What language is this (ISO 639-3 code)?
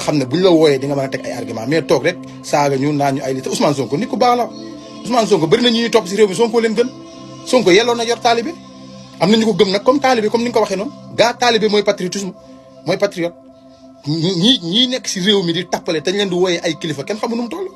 wol